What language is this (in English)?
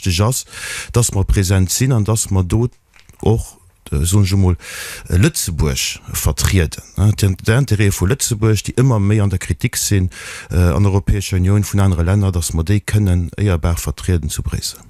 Luxembourgish